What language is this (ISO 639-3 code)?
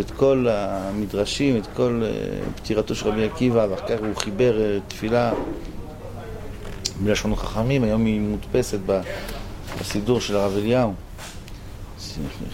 heb